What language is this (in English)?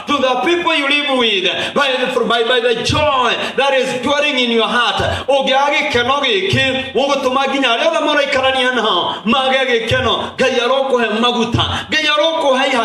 Kikuyu